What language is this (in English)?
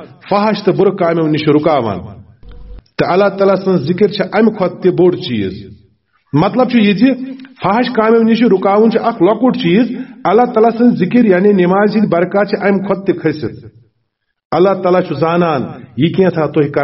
Kashmiri